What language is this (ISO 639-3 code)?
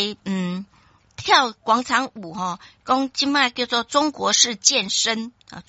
nan